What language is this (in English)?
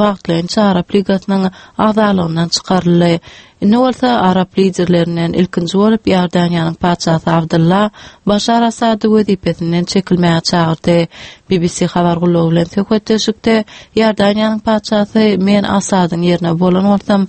Turkmen